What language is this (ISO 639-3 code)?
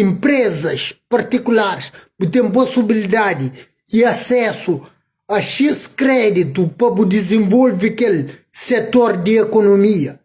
kea